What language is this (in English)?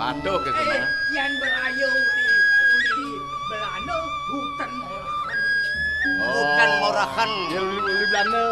Balinese